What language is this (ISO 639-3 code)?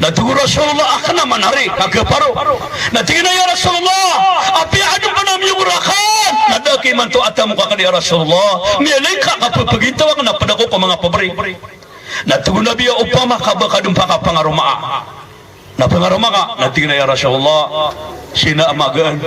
mrw